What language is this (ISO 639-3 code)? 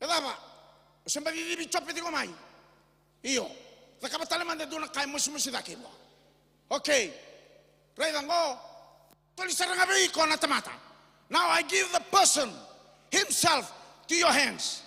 fij